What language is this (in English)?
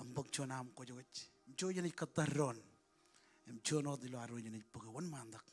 Marshallese